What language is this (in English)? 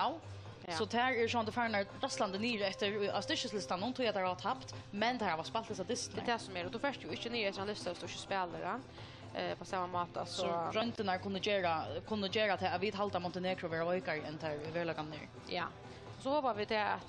Faroese